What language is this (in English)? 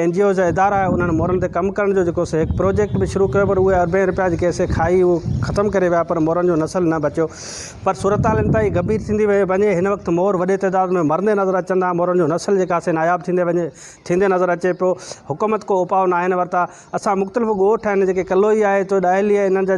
Sindhi